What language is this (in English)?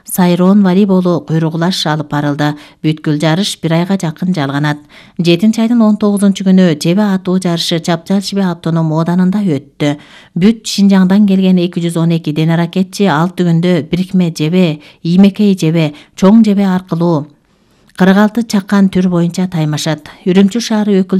Kyrgyz